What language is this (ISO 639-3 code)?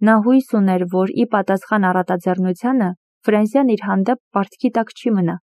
hye